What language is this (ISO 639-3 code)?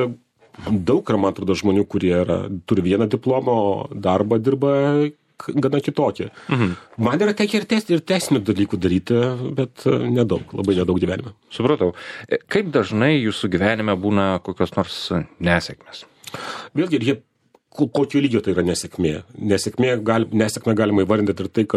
lit